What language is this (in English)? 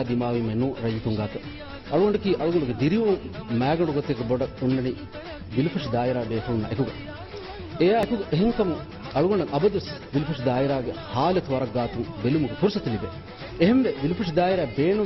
Divehi